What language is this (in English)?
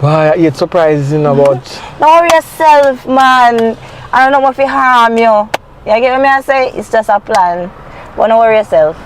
Jamaican Creole English